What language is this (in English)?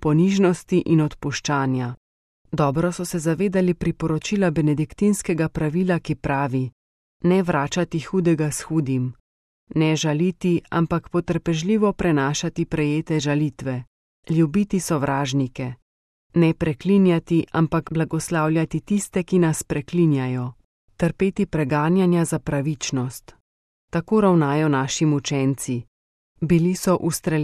Slovenian